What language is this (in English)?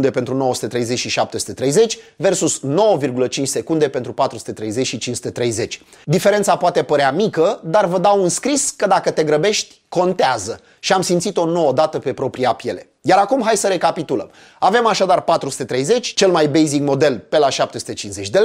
Romanian